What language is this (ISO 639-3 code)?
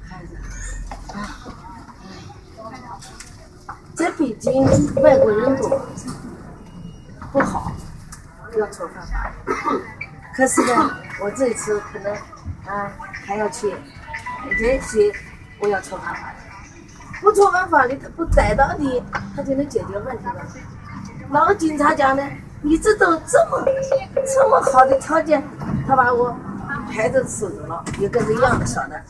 zho